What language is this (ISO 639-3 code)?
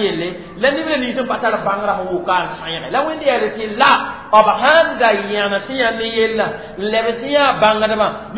mos